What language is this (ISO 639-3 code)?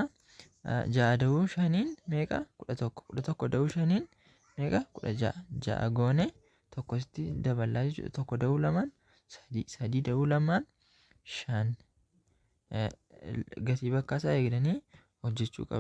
orm